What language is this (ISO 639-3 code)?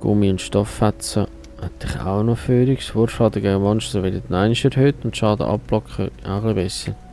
gsw